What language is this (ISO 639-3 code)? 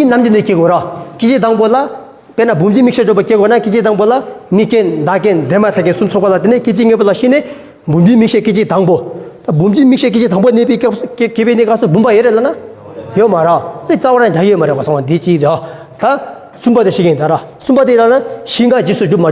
bod